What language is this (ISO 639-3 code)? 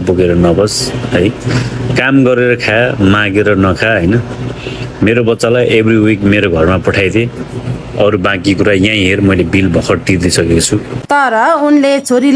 nep